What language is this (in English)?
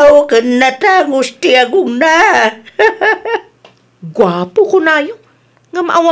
Iloko